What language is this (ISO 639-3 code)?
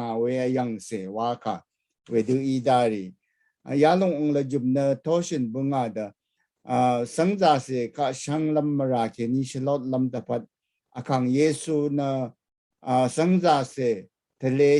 raw